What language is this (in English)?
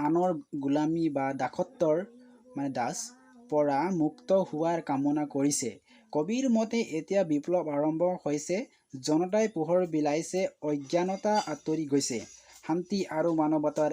Assamese